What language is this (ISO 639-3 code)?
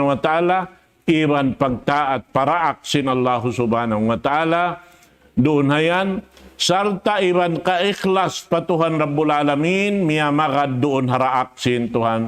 tsg